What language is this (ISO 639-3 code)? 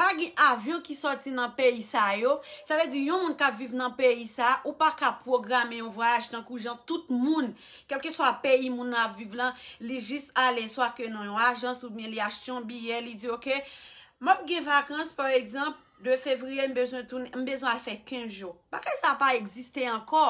hat